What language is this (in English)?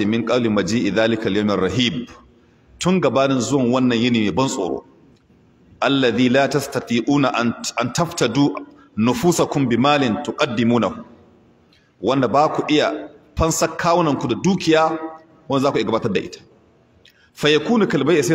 Hausa